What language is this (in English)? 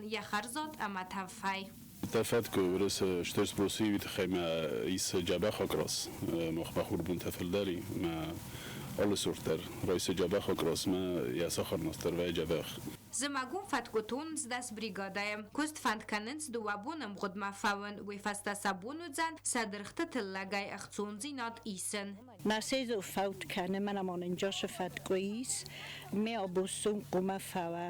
Ossetic